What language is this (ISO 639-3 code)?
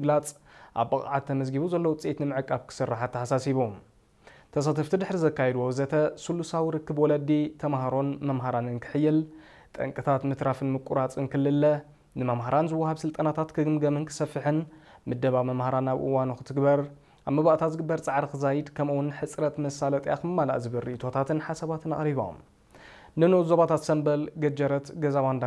tir